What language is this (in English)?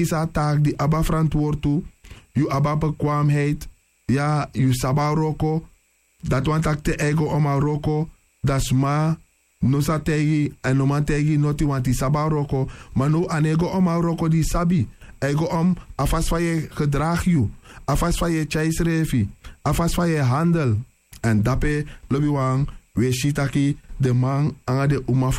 Sranan Tongo